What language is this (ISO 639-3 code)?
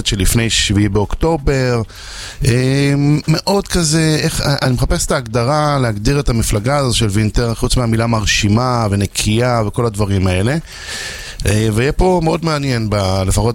heb